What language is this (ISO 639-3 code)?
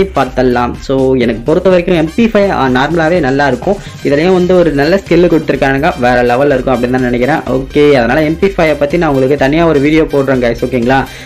tam